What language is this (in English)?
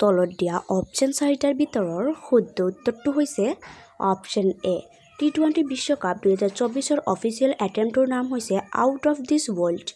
Assamese